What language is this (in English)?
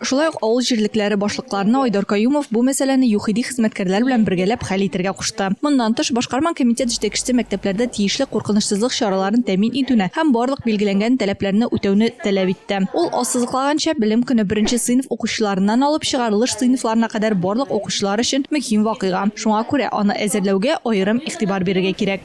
Tatar